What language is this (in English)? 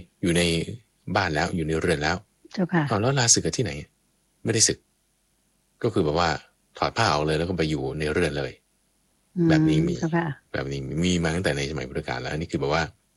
Thai